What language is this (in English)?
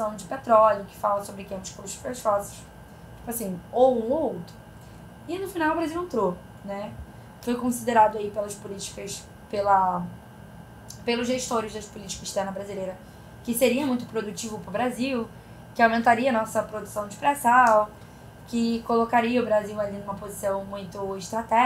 Portuguese